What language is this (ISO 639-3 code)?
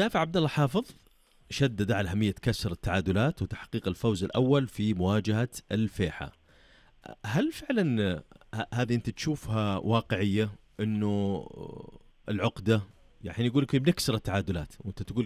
ars